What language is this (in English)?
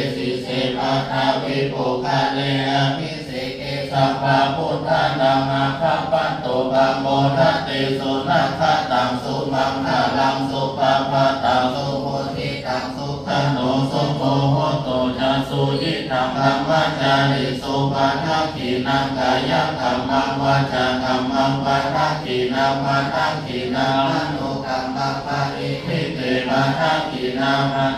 Pali